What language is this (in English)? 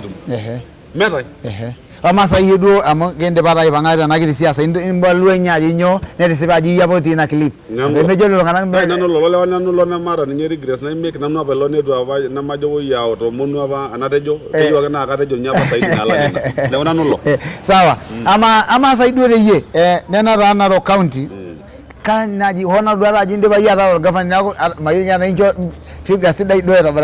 Masai